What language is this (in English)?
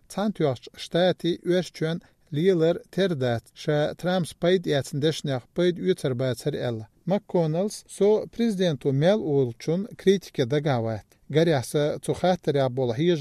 Chechen